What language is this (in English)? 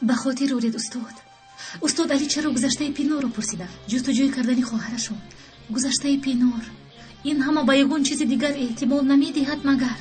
Tajik